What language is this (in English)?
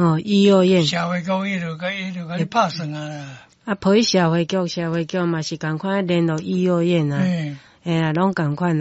Min Nan Chinese